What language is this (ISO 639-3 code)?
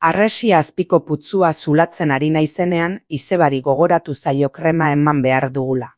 eus